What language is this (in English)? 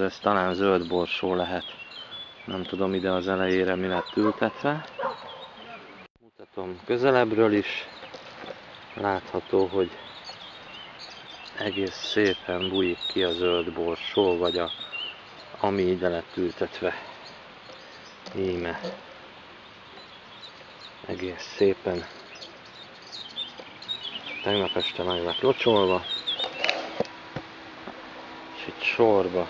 Hungarian